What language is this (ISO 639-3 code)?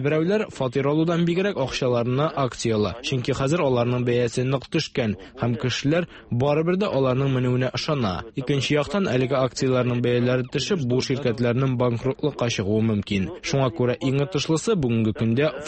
tat